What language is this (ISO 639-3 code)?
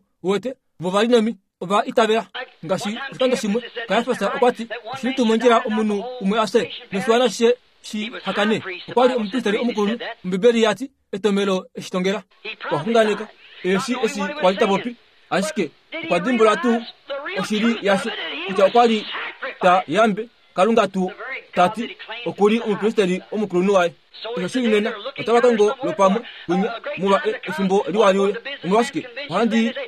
kua